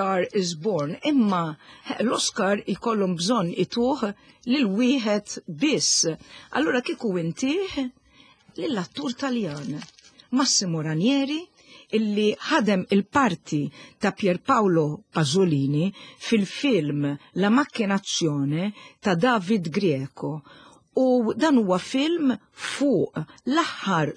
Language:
Maltese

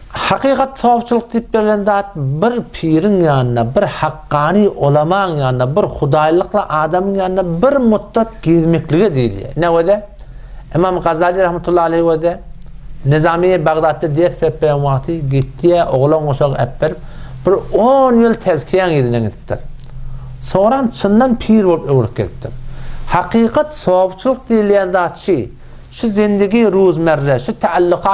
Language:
Turkmen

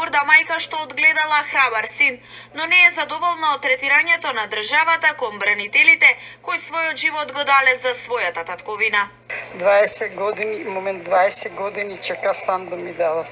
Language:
Macedonian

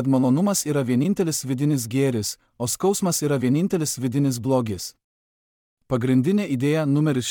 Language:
Lithuanian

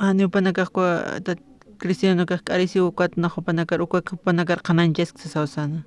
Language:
Aymara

